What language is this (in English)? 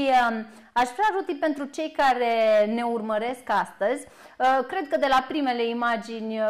Romanian